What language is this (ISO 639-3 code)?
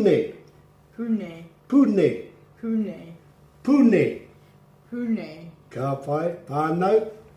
mri